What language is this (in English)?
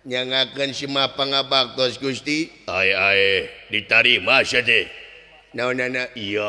Sundanese